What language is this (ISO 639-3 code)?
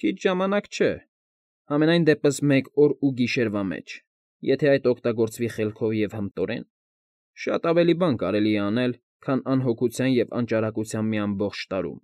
hye